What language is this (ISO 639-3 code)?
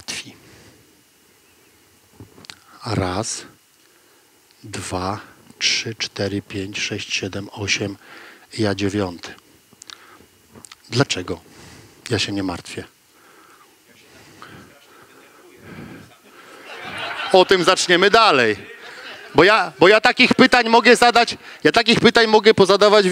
pol